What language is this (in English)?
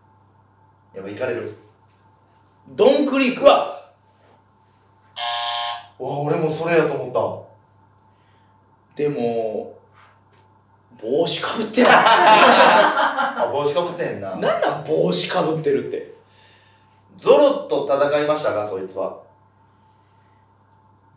Japanese